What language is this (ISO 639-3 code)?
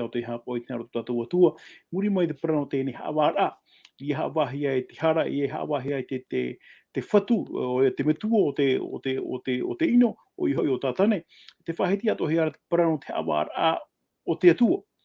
tah